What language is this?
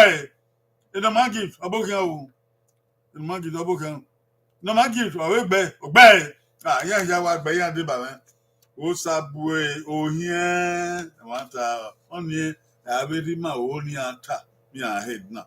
Bini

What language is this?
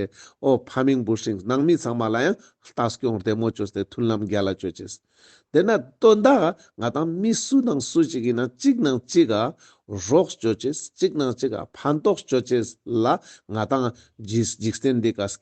Ladakhi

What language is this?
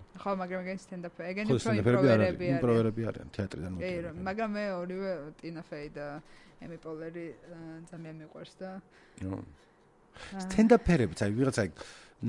Georgian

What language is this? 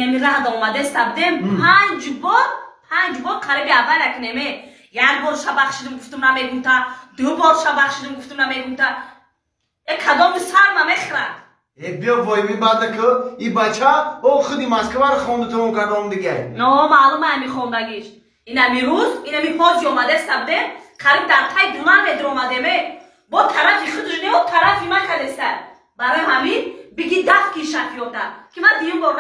Tajik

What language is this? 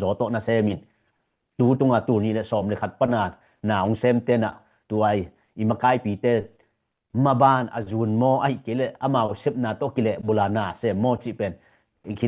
Tedim Chin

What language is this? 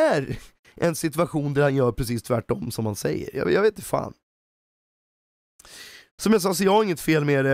Swedish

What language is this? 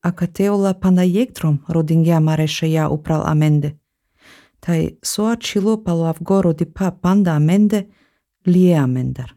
Slovenian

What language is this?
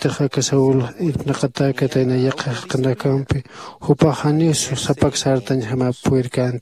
Aymara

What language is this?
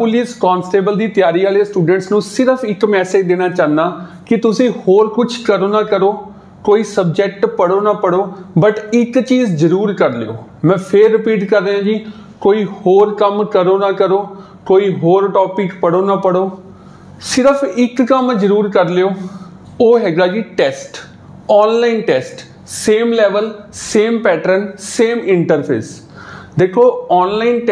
Punjabi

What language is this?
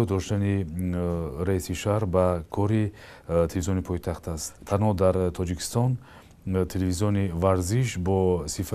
Tajik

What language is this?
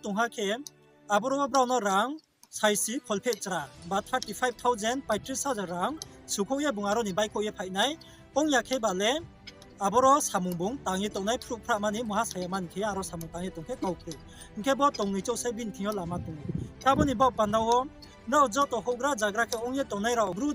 Riang (India)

